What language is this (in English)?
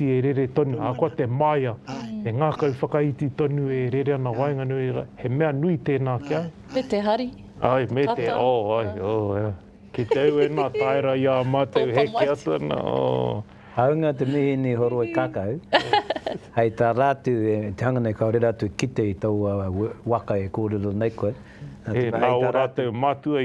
Māori